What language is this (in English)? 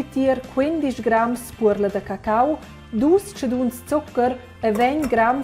Romansh